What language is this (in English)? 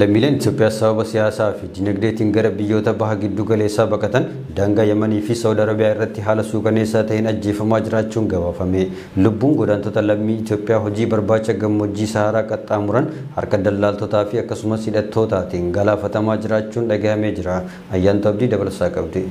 Oromo